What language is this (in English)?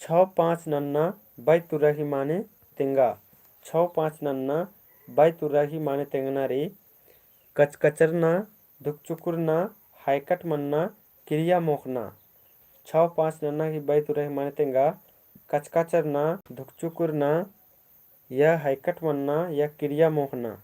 Kurukh